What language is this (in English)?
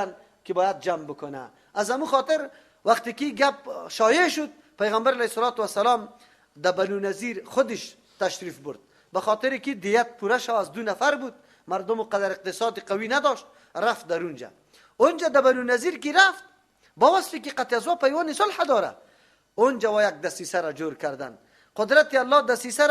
Persian